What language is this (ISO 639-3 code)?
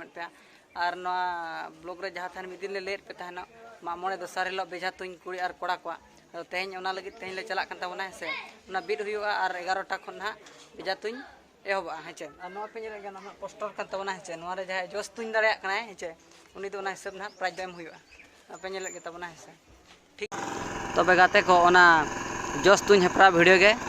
sat